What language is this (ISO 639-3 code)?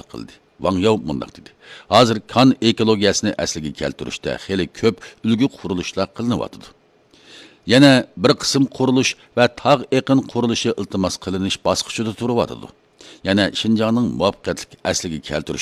uig